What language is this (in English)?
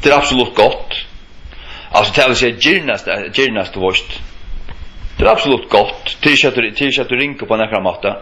Faroese